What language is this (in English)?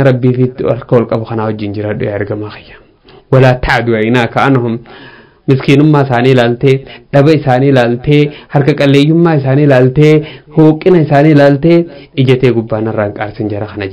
Oromo